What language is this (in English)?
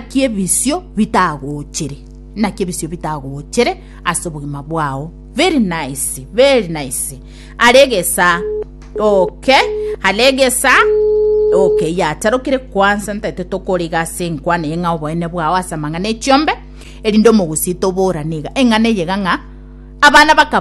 Gusii